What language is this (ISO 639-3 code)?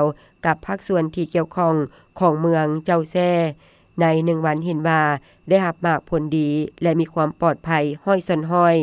lao